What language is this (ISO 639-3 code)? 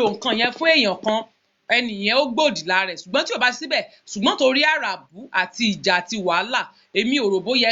yor